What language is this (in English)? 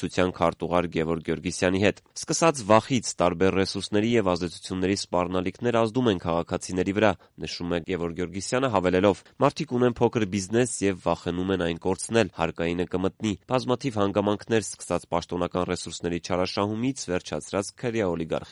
Armenian